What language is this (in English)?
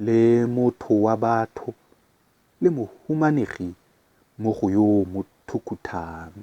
Tswana